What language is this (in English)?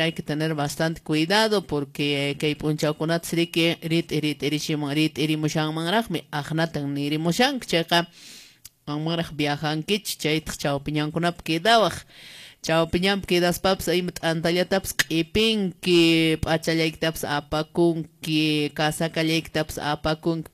Quechua